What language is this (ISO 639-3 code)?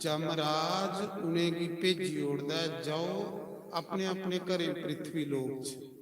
doi